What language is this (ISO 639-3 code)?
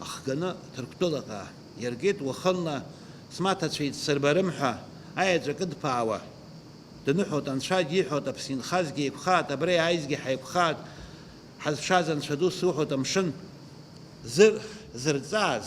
abk